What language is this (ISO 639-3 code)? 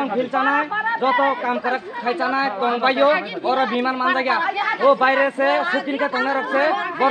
trp